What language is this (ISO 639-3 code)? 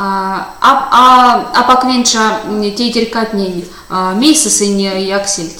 myv